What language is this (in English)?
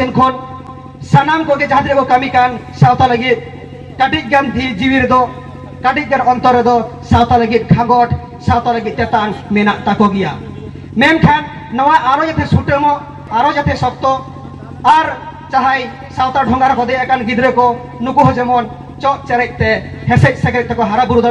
Santali